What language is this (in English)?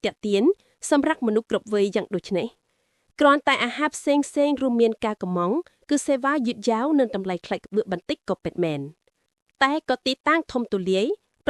Khmer